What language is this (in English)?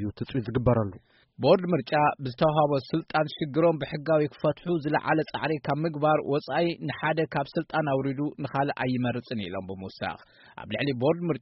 Tigrinya